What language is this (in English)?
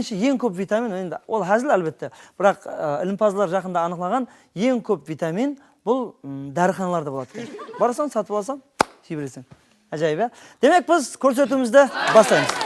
Kara-Kalpak